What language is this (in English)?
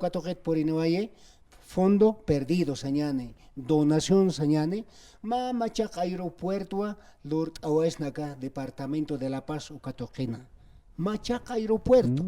Aymara